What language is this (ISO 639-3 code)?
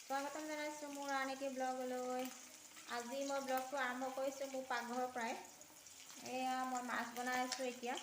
asm